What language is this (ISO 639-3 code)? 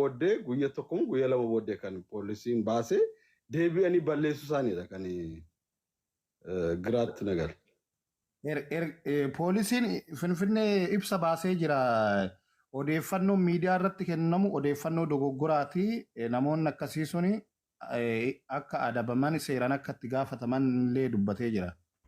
orm